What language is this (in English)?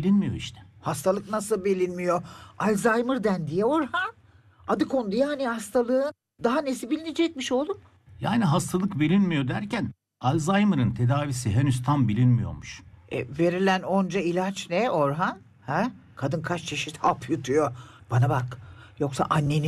Turkish